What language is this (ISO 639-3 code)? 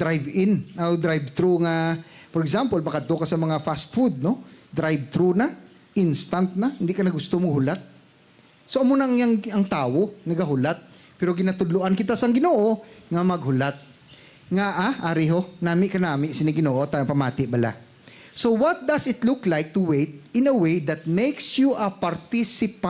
hil